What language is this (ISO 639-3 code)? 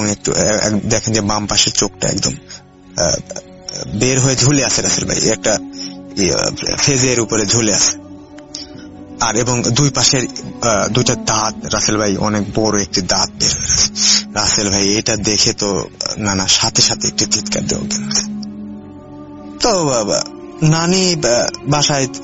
ben